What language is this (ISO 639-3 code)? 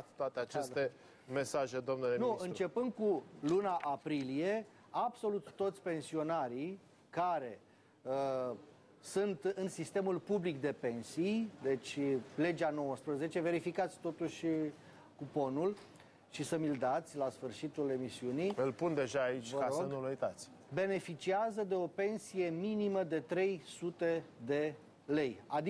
ron